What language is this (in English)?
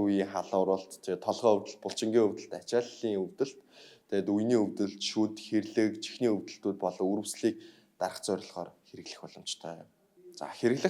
Mongolian